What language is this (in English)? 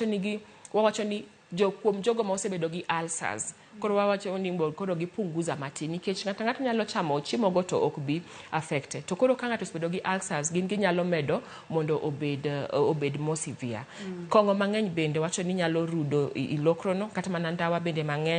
Luo (Kenya and Tanzania)